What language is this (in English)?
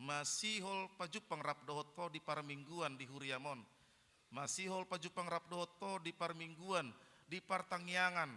Batak Toba